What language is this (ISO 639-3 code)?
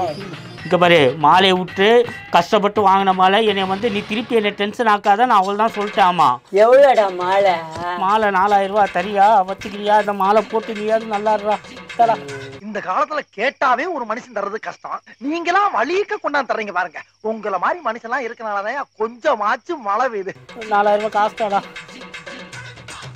tam